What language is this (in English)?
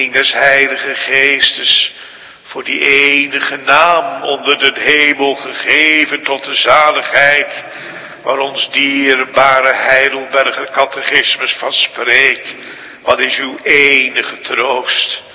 Dutch